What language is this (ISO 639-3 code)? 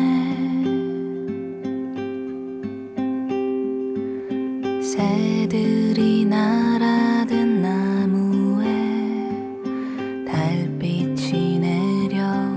kor